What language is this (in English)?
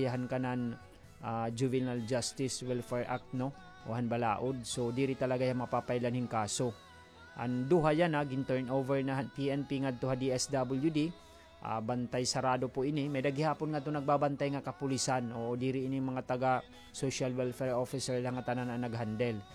Waray